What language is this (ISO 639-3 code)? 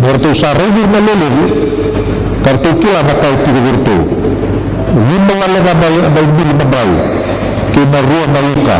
fij